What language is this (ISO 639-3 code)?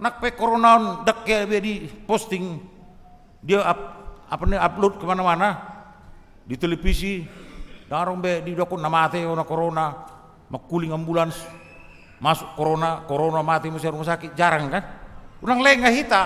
bbc